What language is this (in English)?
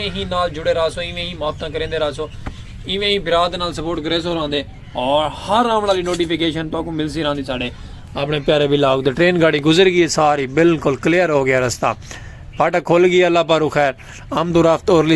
Saraiki